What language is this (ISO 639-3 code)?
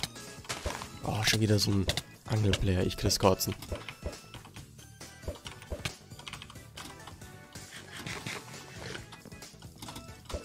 deu